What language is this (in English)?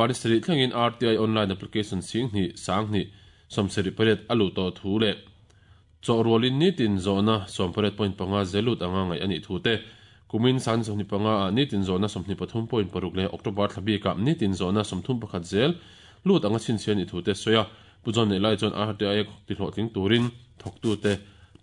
Mizo